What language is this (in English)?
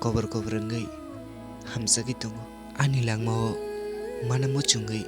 Kok Borok